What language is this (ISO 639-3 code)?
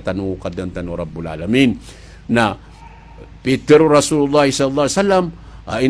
mrw